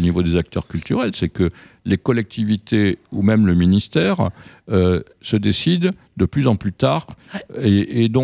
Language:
French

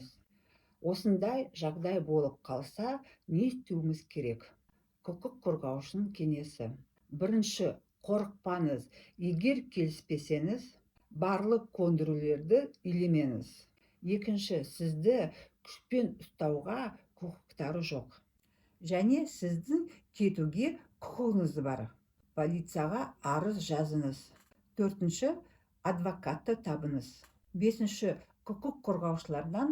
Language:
Kazakh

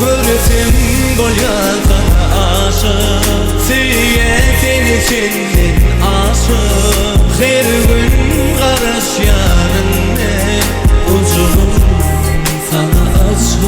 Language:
Turkmen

